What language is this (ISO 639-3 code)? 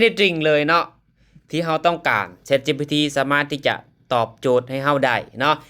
lao